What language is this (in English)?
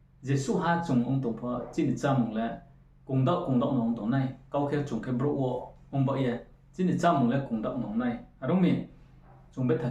Riang (India)